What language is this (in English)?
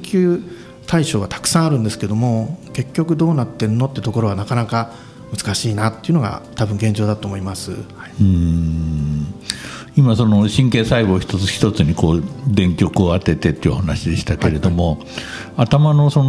Japanese